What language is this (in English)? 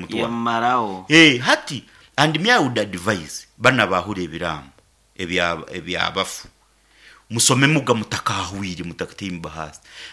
Nyankole